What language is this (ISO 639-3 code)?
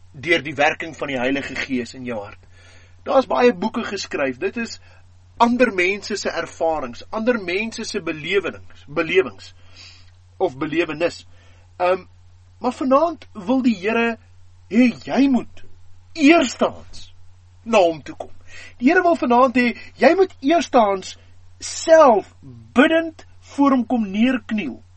afr